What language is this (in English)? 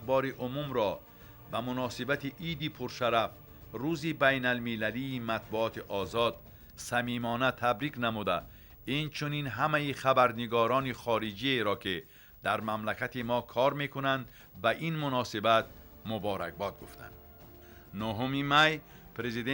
Tajik